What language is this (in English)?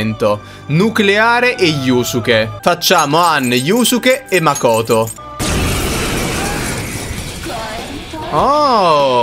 Italian